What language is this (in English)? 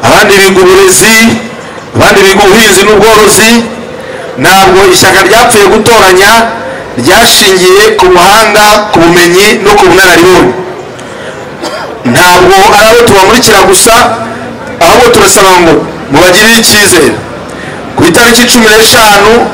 Kinyarwanda